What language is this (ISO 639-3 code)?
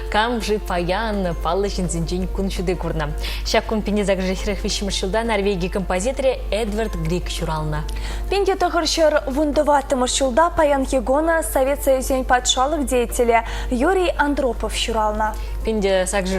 chv